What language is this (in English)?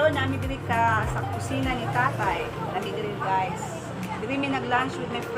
Cebuano